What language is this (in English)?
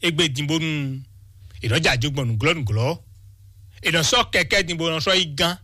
Fon